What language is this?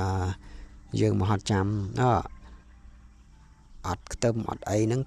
Khmer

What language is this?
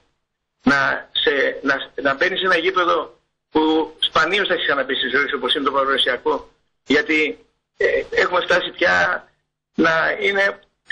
Greek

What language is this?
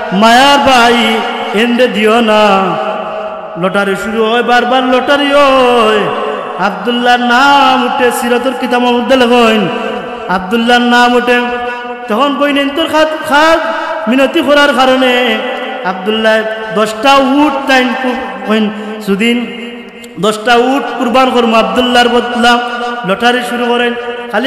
Sylheti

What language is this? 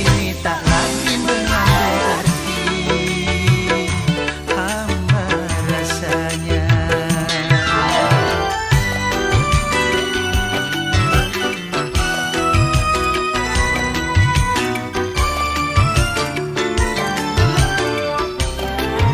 Malay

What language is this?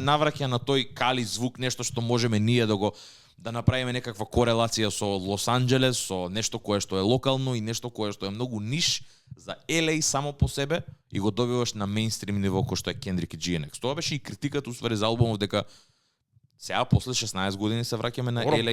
Macedonian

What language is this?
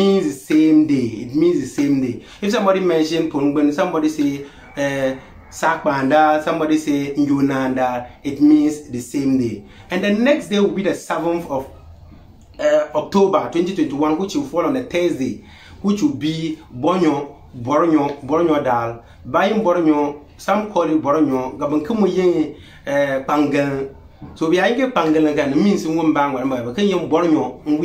Konkomba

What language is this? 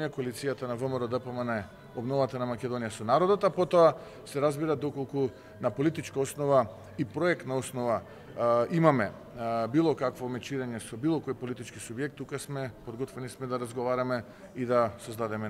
Macedonian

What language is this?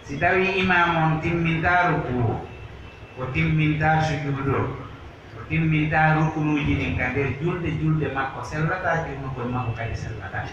Pular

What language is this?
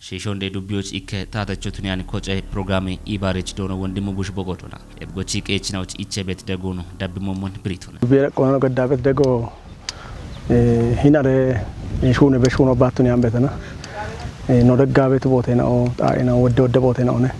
Kafa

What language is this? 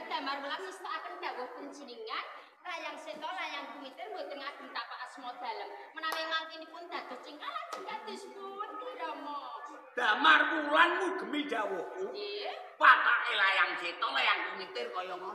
Javanese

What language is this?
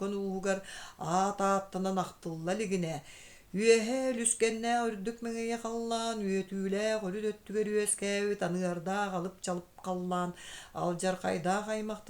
Yakut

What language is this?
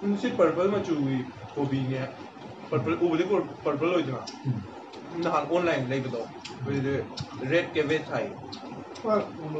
Manipuri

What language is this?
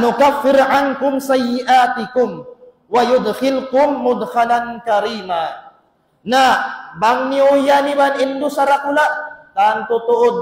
Tausug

